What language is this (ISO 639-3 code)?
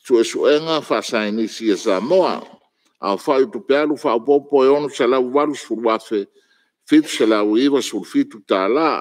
smo